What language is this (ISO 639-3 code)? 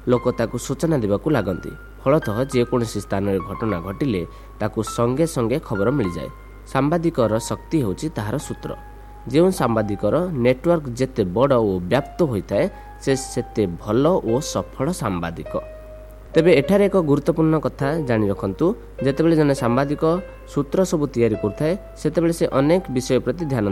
ori